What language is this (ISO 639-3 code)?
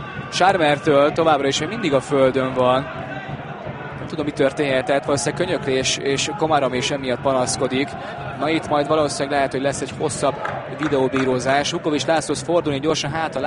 hun